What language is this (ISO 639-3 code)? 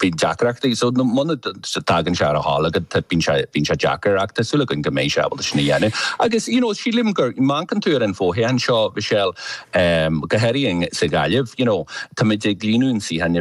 gle